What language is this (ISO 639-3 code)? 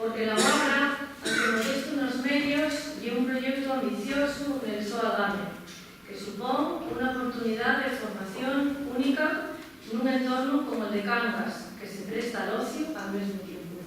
ast